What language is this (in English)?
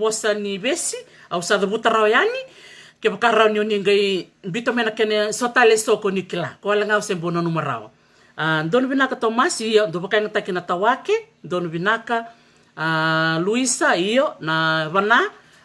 Fijian